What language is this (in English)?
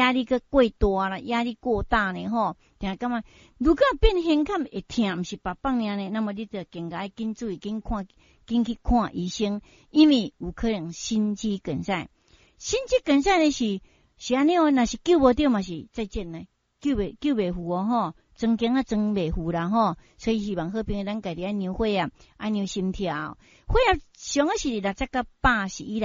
Min Nan Chinese